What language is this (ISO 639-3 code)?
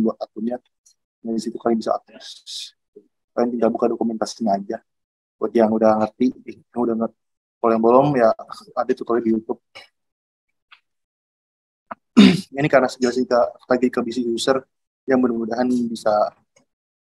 ind